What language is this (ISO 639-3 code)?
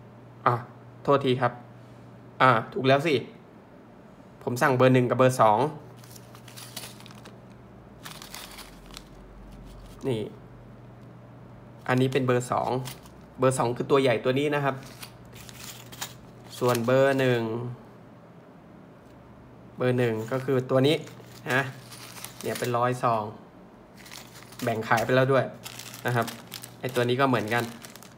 tha